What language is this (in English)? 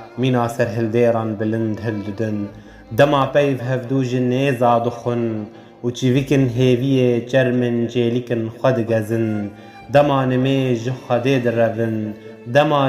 Kurdish